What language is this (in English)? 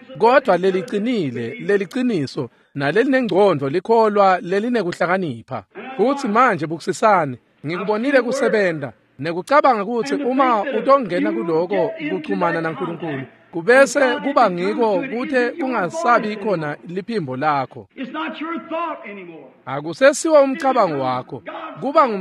Swati